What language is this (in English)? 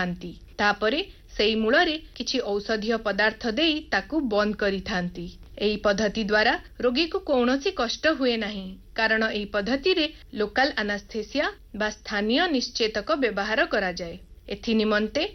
Odia